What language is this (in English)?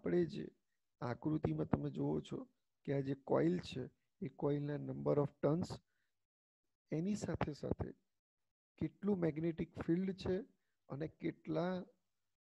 Gujarati